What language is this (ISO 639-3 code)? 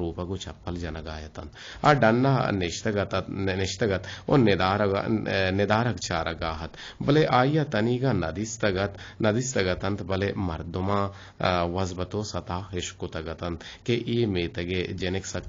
bgp